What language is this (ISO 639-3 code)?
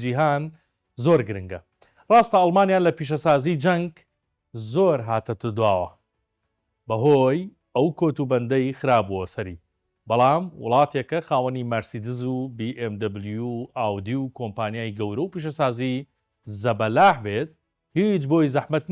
ckb